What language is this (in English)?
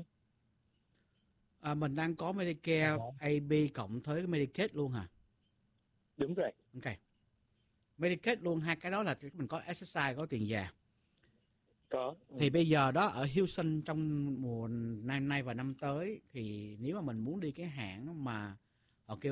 Vietnamese